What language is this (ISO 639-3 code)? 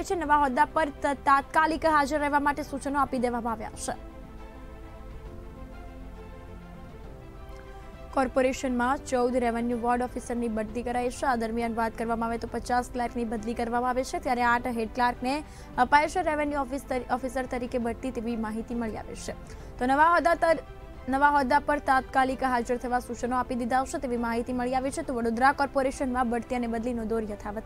guj